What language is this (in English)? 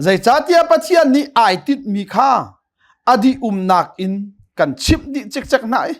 Hakha Chin